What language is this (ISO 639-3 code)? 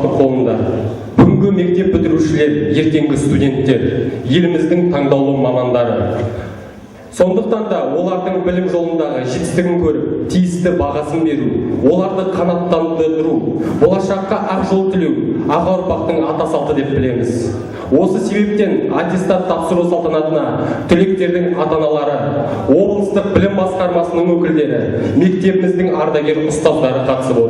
kaz